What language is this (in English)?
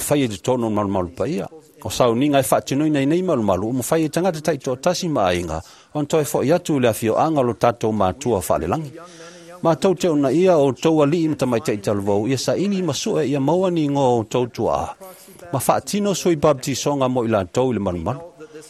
Samoan